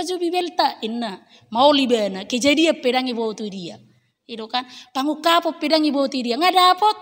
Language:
Batak Toba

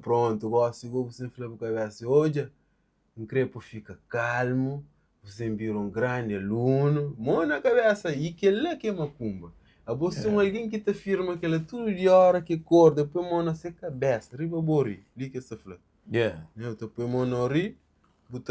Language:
Kabuverdianu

